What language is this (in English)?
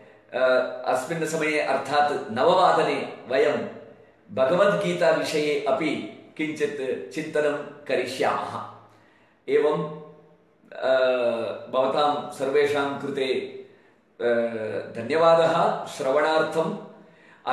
Sanskrit